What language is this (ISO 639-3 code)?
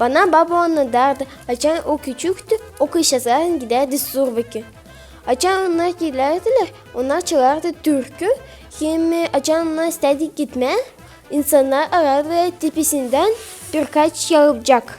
gag